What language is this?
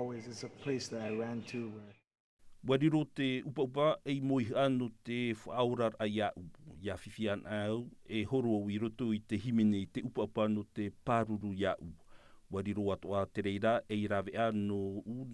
Tahitian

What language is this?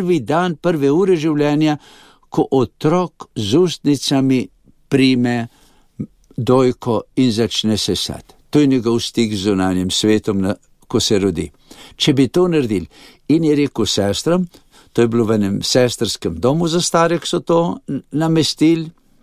Slovenian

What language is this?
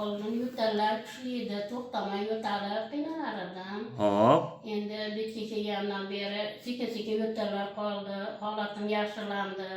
Uzbek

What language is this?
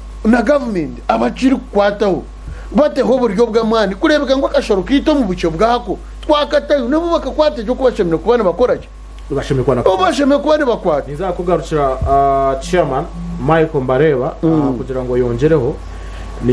Nyankole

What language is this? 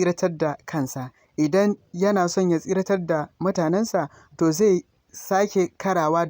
Hausa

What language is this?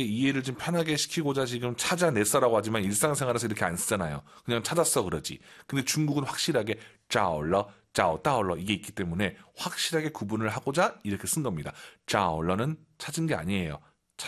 Korean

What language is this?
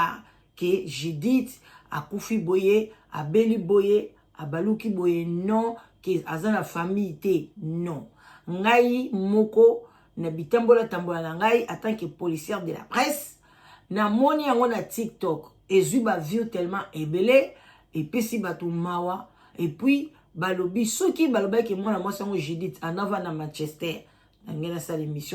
Lingala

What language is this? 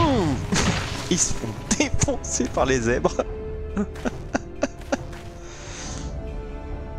French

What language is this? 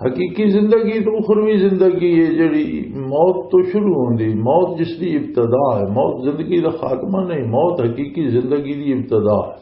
Western Panjabi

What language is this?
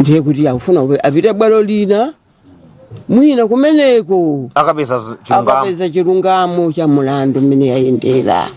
Nyanja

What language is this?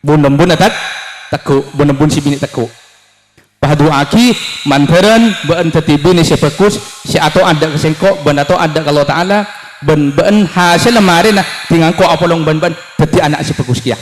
Madurese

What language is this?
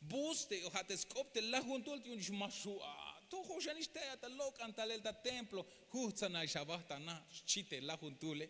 Tzeltal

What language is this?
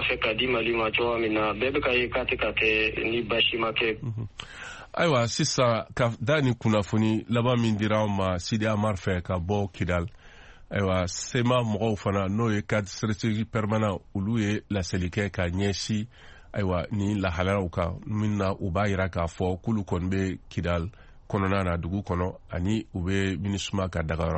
Bambara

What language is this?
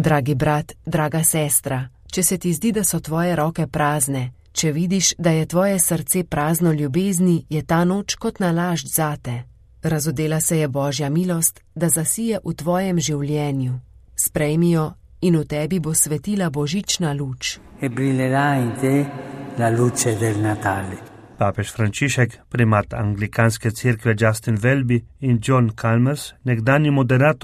Slovenian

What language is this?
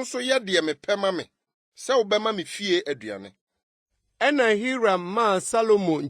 Akan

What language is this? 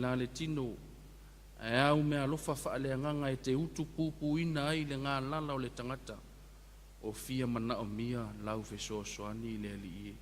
Samoan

